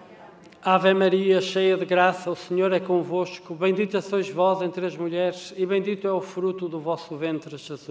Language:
Portuguese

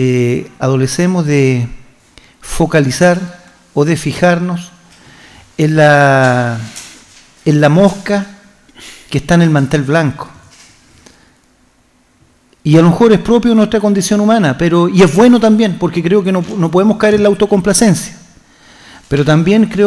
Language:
Spanish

